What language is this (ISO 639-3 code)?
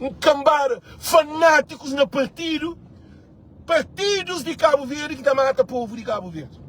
kea